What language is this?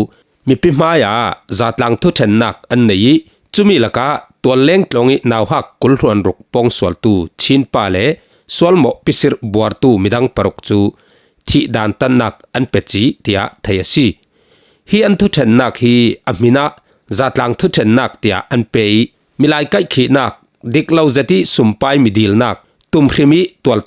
Falam Chin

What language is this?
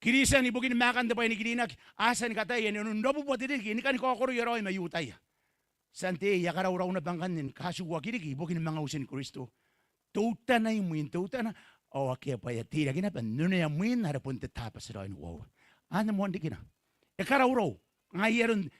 Gilbertese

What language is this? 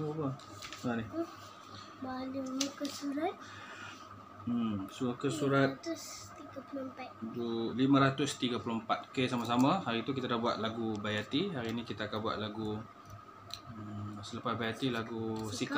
Malay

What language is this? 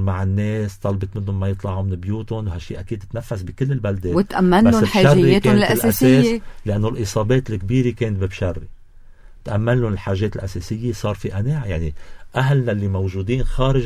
North Levantine Arabic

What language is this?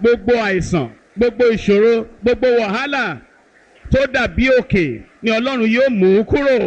Yoruba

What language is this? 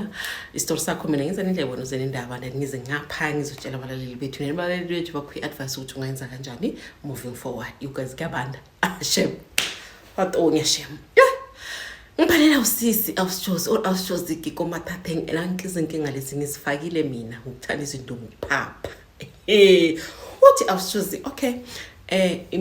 Zulu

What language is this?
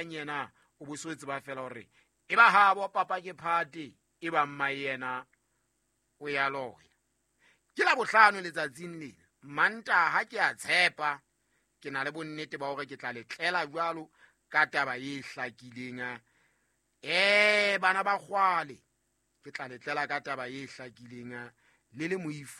Southern Sotho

